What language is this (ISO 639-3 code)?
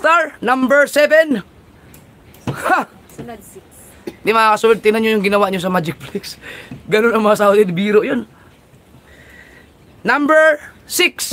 fil